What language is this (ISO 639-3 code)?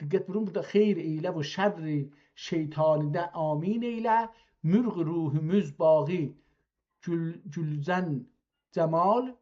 azb